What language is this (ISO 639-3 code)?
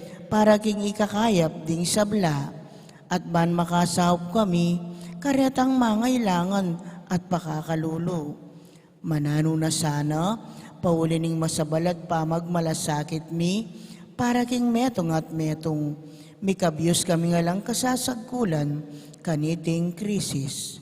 pam